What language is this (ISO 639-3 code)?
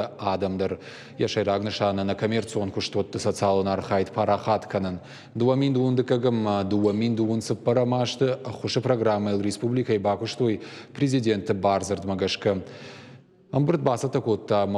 oss